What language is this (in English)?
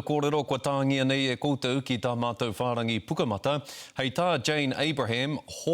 Māori